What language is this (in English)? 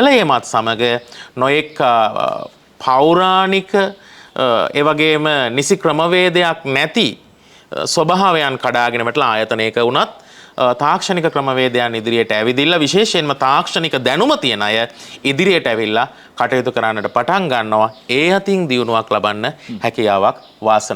Sinhala